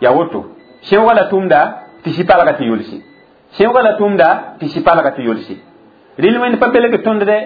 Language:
Mossi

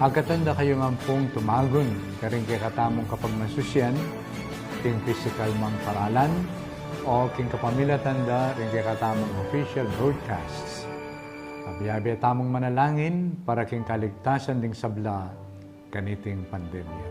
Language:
Pampanga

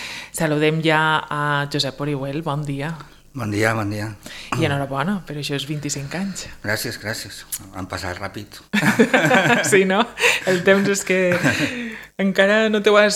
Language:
Catalan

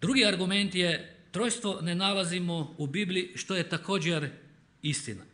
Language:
Croatian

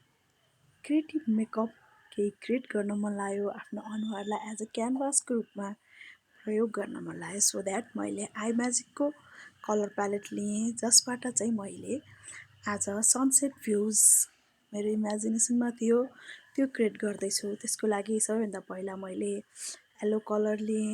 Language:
Nepali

